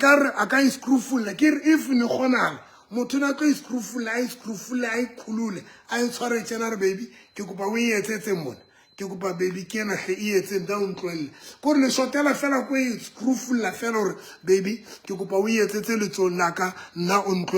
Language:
Southern Sotho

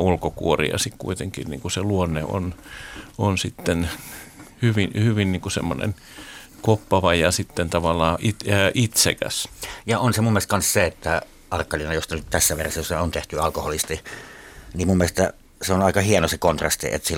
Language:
Finnish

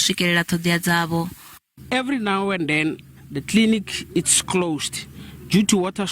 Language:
Venda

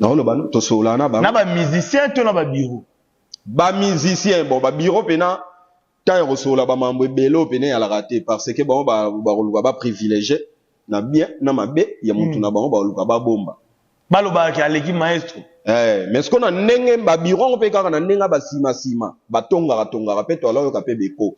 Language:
Lingala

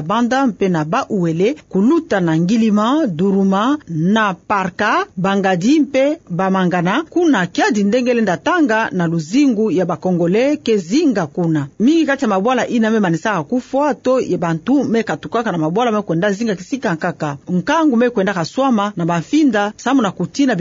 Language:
Kituba (Democratic Republic of Congo)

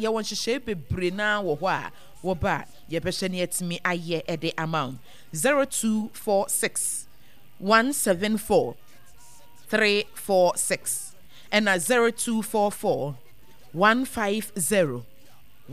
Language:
Akan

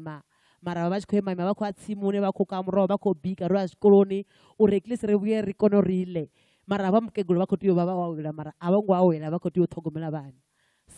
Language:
Venda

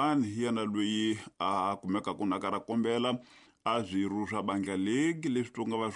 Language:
Tsonga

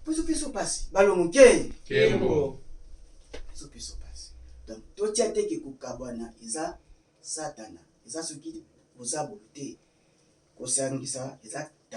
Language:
Lingala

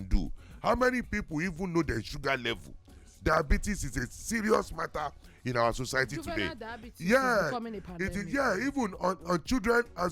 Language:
Nigerian Pidgin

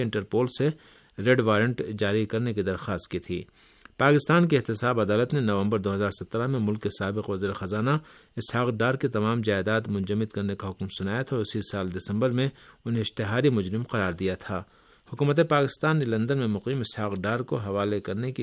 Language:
Urdu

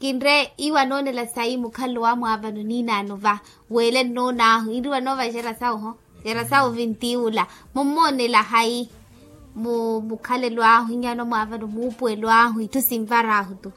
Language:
Makhuwa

